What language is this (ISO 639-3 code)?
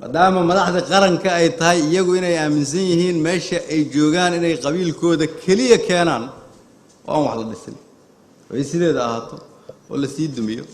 som